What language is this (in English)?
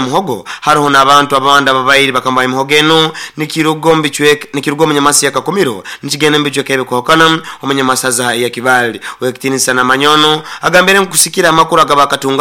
Nyoro